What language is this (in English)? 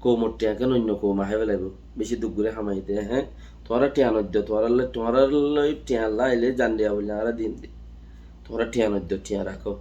Rohingya